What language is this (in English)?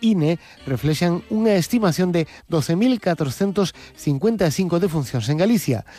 Galician